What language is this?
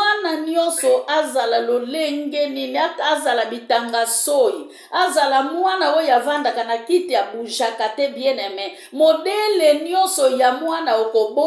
Lingala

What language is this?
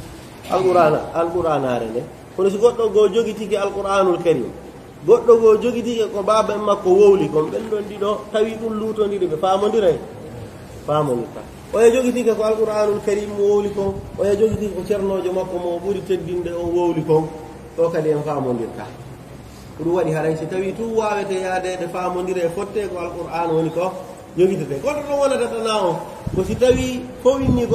Pular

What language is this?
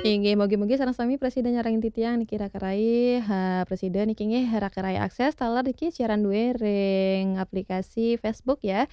Balinese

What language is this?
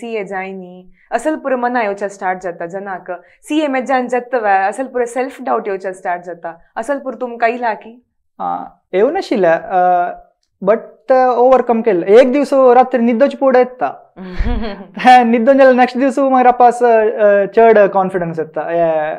Konkani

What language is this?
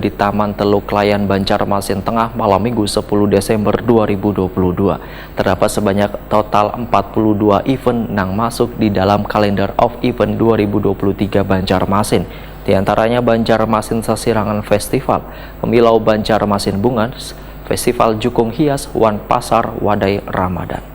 Banjar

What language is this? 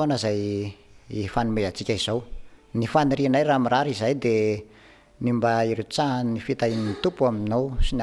Malagasy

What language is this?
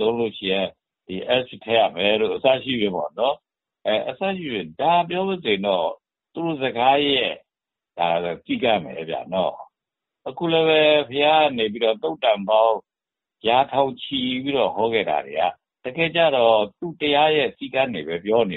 Burmese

